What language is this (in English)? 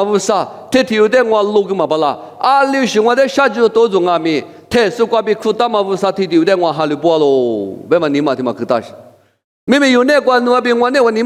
Lisu